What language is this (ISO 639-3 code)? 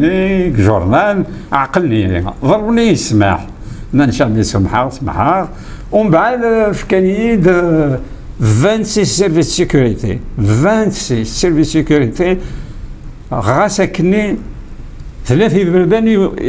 kab